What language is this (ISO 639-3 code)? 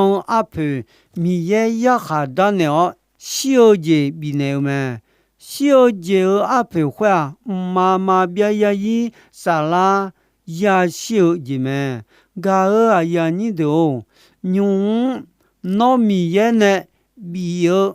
ahk